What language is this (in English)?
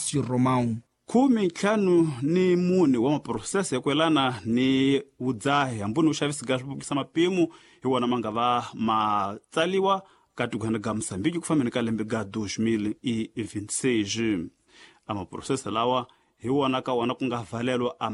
Tsonga